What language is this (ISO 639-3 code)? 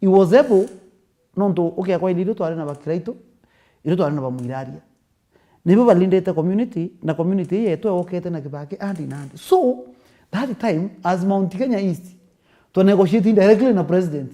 mer